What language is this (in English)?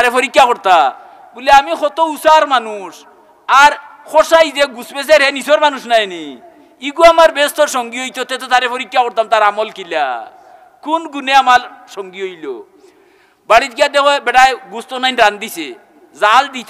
Sylheti